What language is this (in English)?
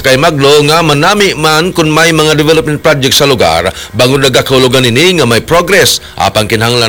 Hiligaynon